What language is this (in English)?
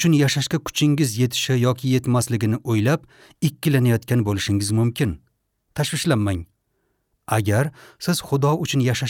Uzbek